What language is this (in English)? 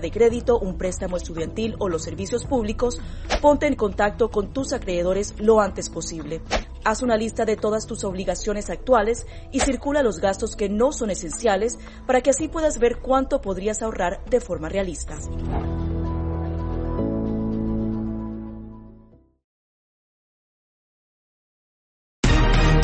Spanish